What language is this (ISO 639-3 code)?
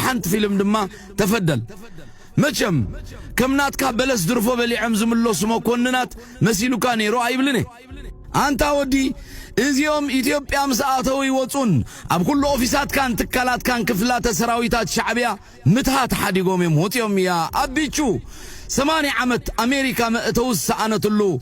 tir